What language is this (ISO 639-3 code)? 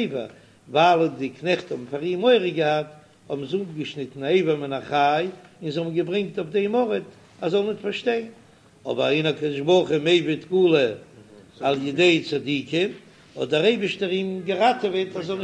yid